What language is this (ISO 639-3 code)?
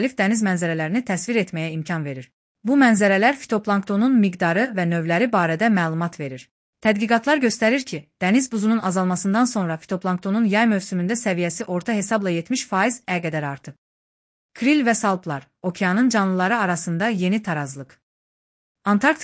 aze